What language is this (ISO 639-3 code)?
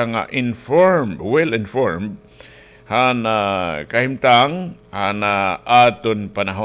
war